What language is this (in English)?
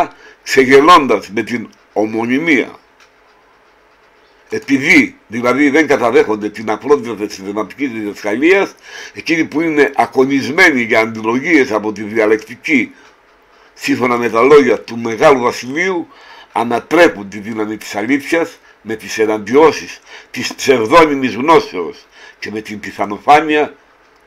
Greek